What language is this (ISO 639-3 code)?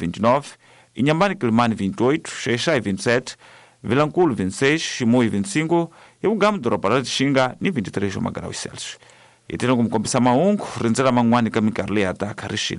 tso